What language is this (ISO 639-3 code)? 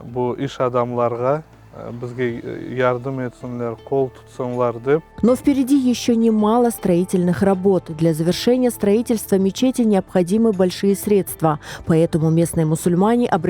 crh